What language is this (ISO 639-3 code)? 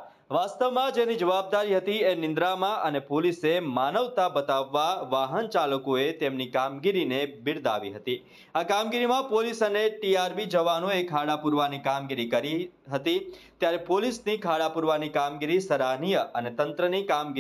guj